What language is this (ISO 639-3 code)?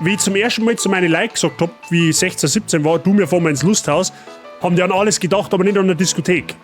bar